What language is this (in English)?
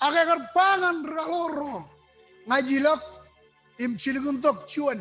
Marshallese